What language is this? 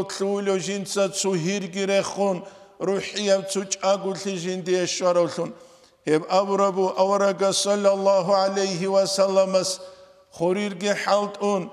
Avaric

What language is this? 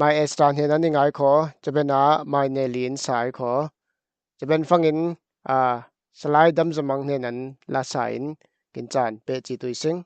Falam Chin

